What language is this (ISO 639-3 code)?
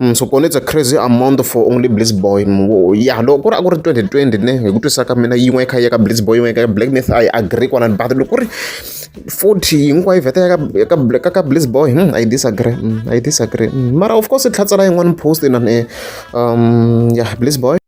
tso